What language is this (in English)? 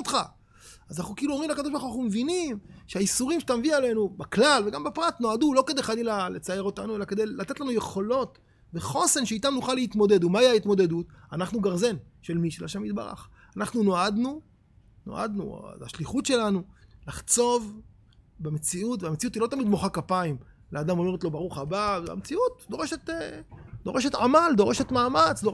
Hebrew